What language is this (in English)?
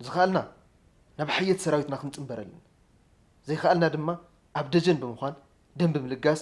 Tigrinya